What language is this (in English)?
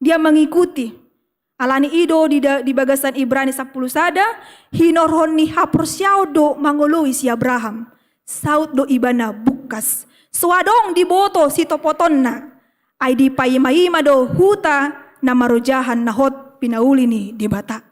Batak Toba